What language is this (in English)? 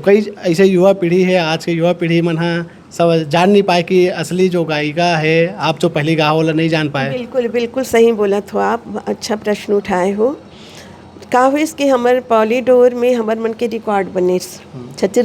Chhattisgarhi